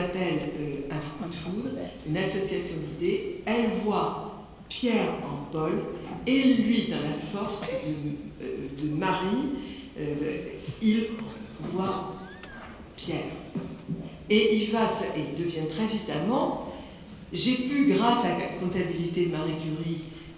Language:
French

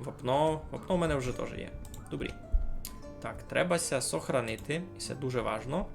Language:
Rusyn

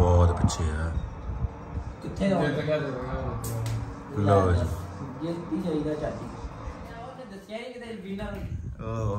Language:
Punjabi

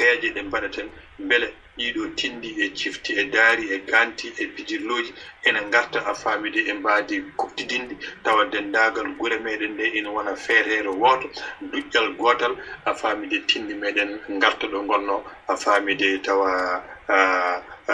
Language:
Fula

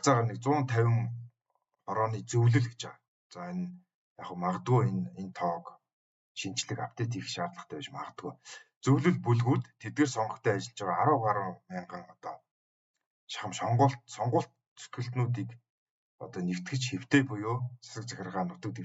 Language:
Mongolian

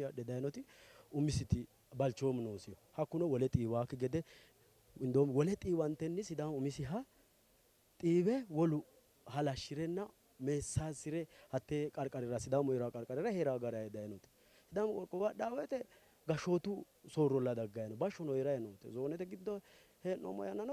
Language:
Sidamo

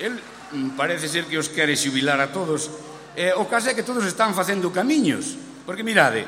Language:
Galician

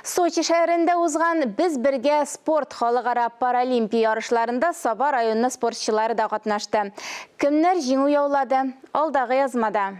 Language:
Tatar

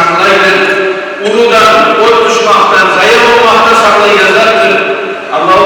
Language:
Kumyk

